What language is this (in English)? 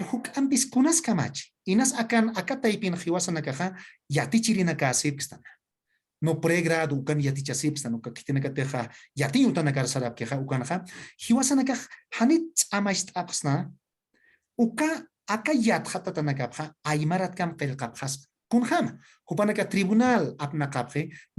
Aymara